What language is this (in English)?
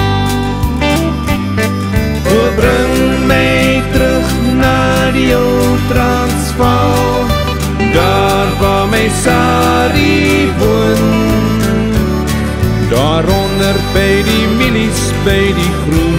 Afrikaans